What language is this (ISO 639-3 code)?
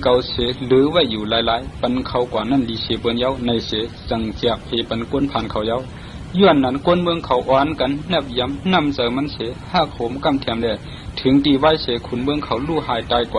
shn